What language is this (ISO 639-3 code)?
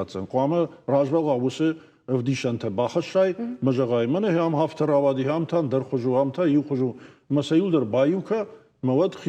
oss